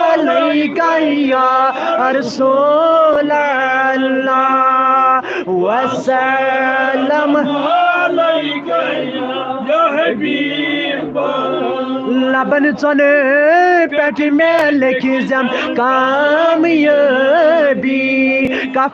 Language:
Kashmiri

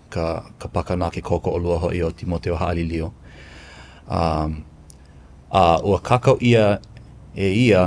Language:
Hawaiian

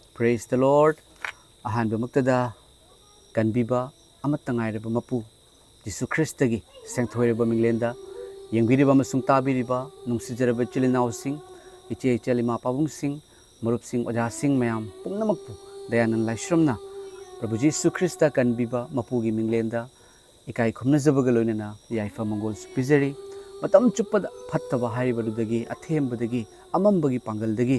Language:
Manipuri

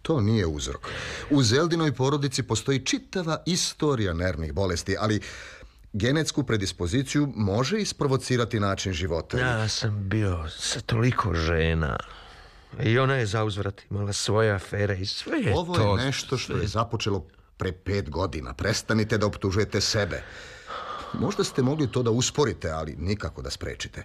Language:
Serbian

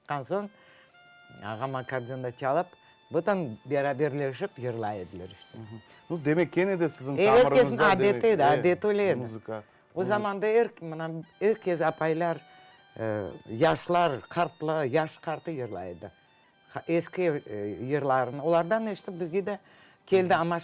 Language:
Crimean Tatar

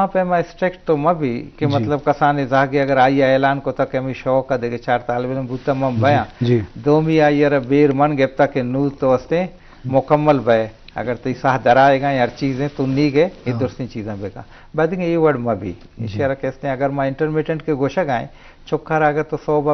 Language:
Baluchi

